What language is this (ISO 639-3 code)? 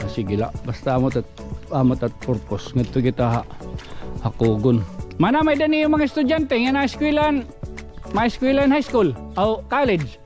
war